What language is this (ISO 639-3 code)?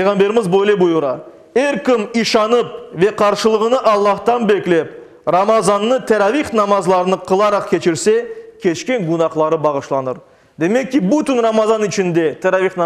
crh